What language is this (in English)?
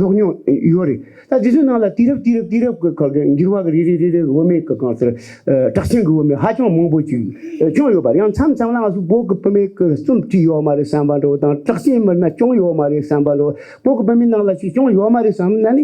Tibetan